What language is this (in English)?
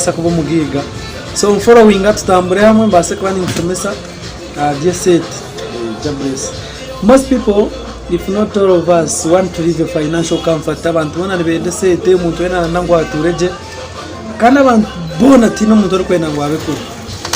Nyankole